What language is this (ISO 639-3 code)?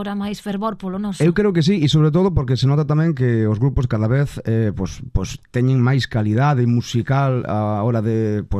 glg